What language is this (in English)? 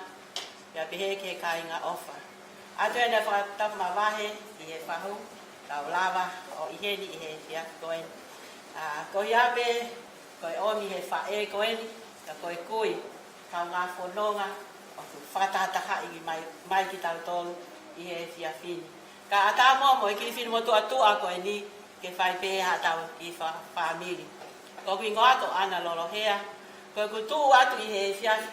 Tongan